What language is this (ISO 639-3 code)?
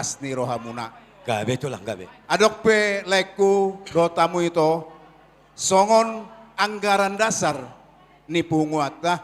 bbc